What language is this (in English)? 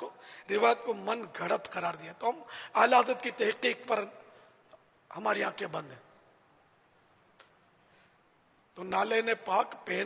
Urdu